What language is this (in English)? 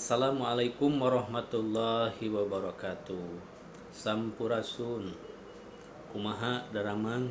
Sundanese